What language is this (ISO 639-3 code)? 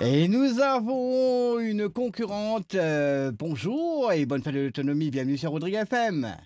mfe